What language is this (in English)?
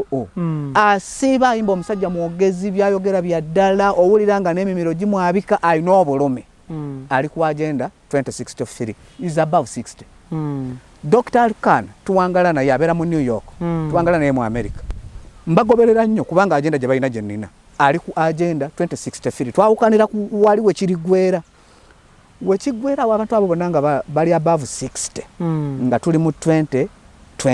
Ganda